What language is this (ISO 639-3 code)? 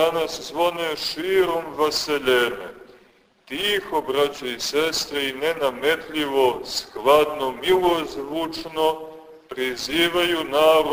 srp